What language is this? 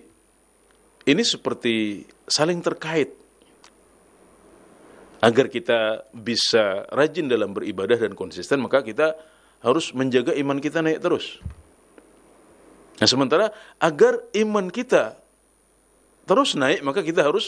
Indonesian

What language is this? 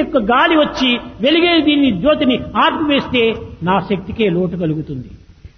Telugu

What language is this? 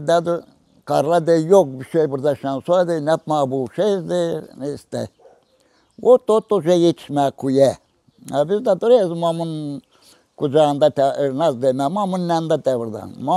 Gagauz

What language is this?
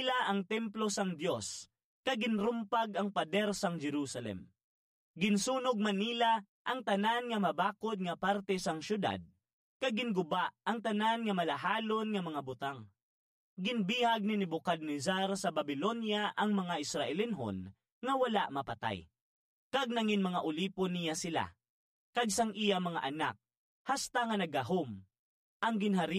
Hiligaynon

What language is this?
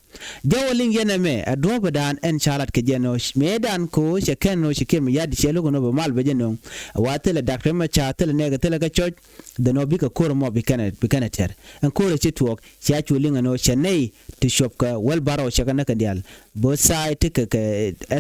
Nuer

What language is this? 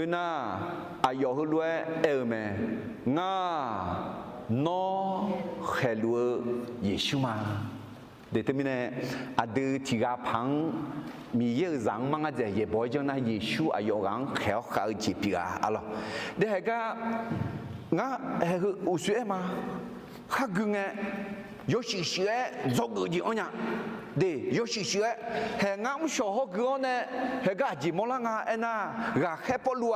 Akha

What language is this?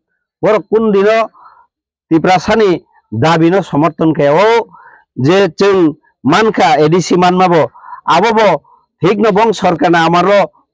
Kok Borok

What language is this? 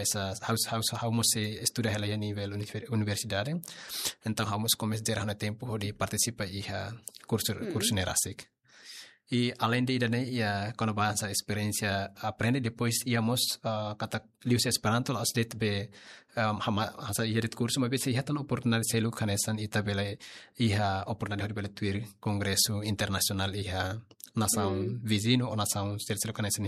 Tetum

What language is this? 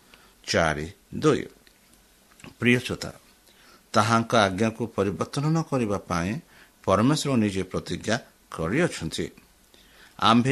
Odia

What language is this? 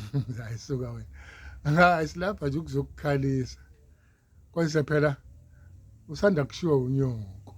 Zulu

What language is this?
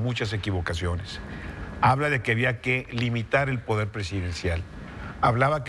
Spanish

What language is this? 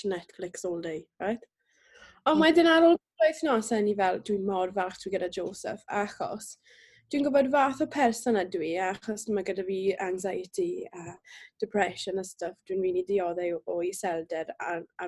Welsh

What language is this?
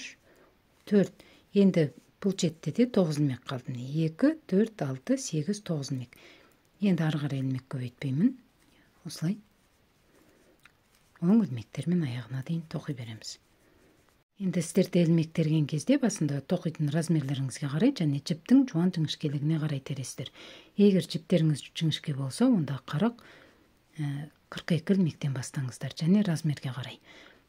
Kazakh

